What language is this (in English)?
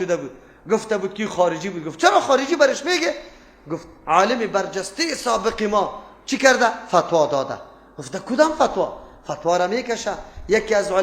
Persian